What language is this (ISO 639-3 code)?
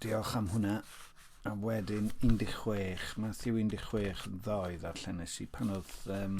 cym